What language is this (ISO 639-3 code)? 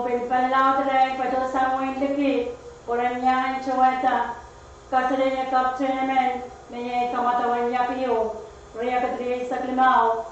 pon